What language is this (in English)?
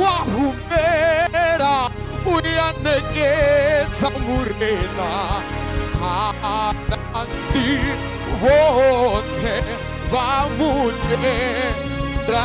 Venda